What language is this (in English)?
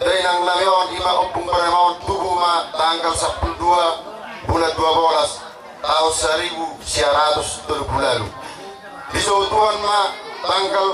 Batak Toba